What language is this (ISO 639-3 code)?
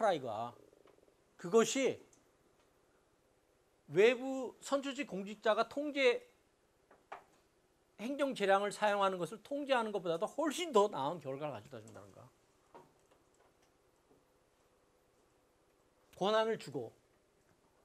kor